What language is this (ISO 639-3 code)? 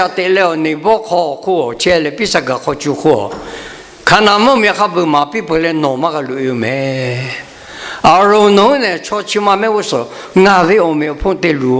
lhu